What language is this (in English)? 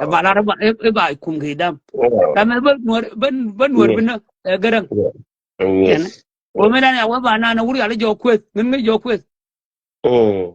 Nuer